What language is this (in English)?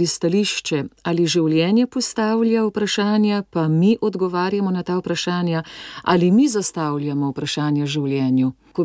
Slovenian